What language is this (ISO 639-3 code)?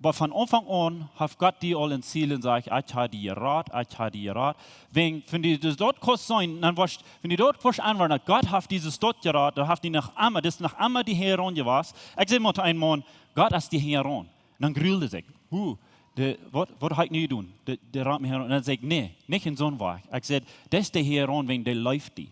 pdt